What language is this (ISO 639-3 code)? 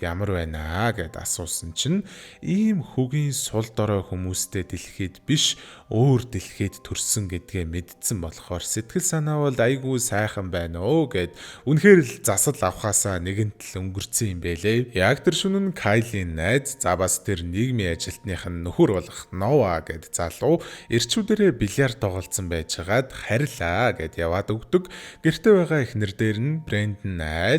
mon